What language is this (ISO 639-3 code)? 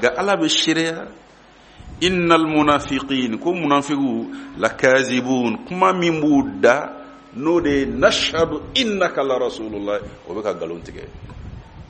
bam